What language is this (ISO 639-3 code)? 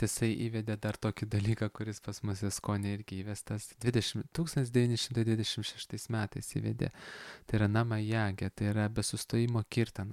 lit